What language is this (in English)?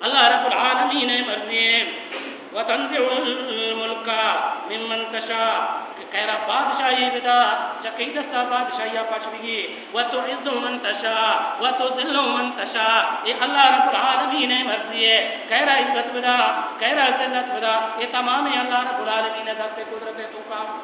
Baluchi